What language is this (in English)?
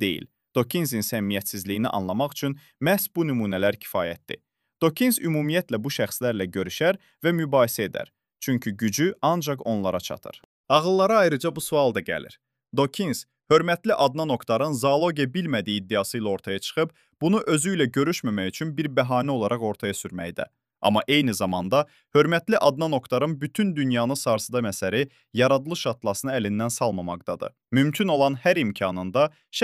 Azerbaijani